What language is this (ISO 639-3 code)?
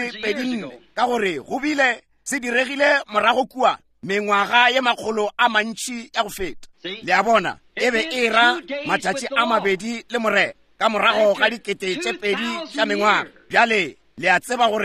nso